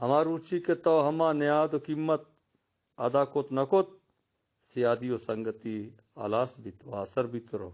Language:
Eastern Balochi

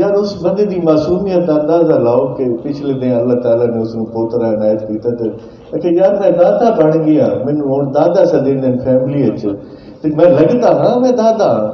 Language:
Saraiki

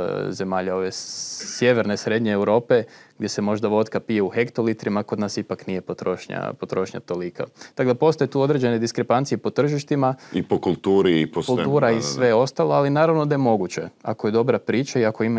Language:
Croatian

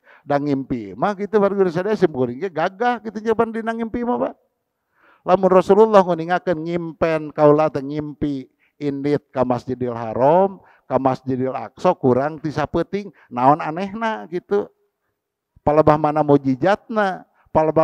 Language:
Sundanese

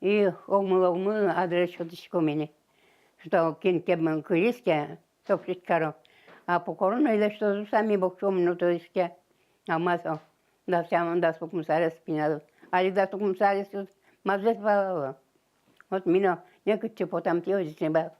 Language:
Udmurt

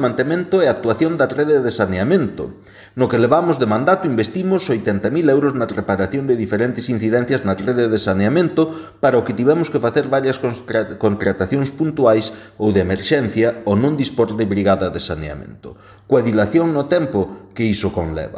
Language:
Galician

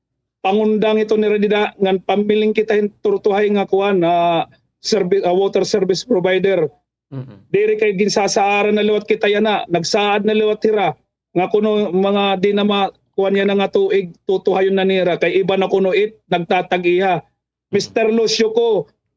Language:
Waray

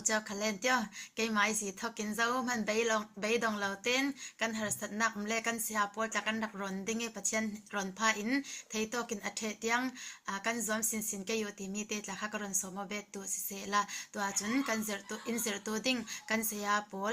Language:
Falam Chin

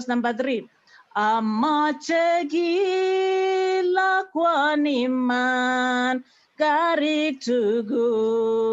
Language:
Kalenjin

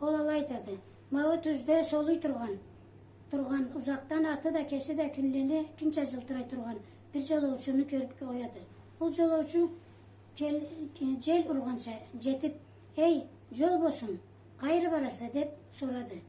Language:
Karachay-Balkar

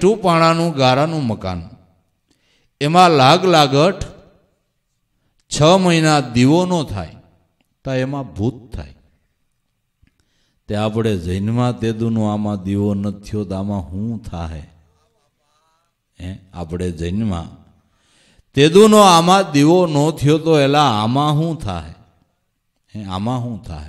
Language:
Gujarati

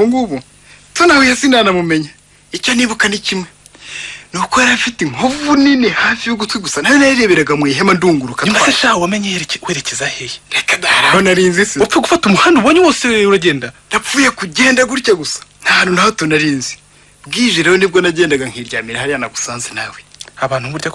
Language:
Kinyarwanda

